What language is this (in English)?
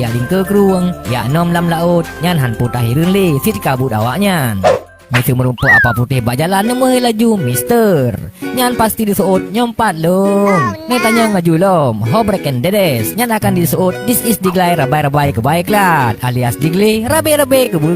Achinese